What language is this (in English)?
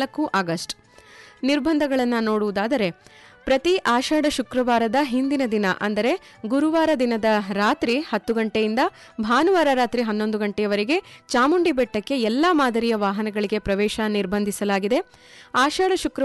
Kannada